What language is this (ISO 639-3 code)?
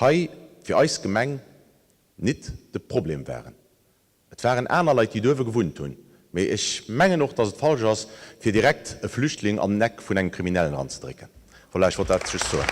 ltz